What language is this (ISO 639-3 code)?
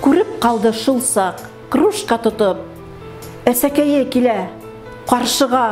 bak